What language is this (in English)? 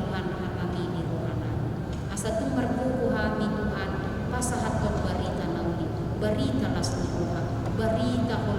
Batak Toba